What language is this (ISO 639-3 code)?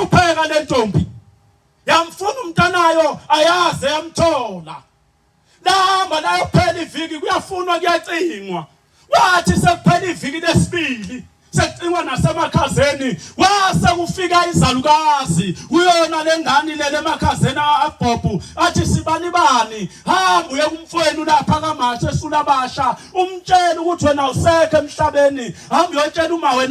zul